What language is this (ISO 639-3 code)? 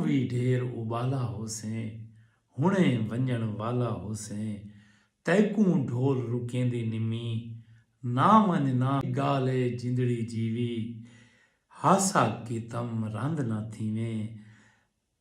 skr